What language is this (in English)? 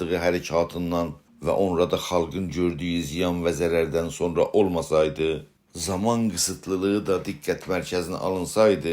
South Azerbaijani